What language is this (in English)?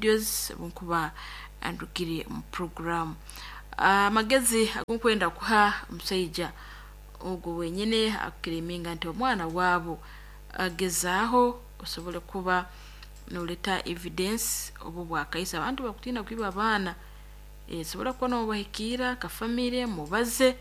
Nyoro